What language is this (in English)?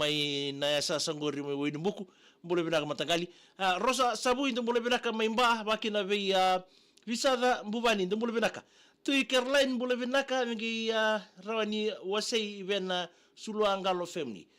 Fijian